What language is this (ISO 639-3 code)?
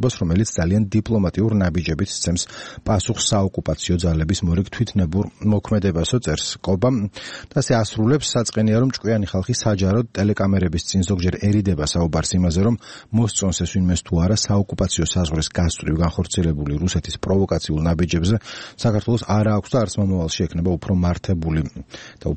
kat